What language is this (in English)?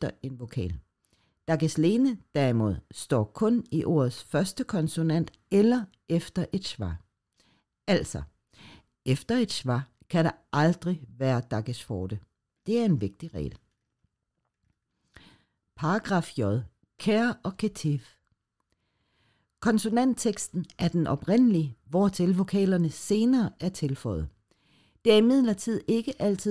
Danish